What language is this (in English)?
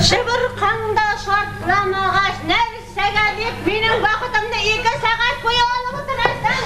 Bashkir